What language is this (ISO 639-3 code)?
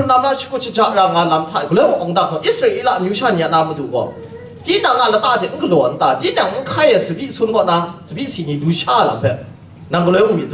kac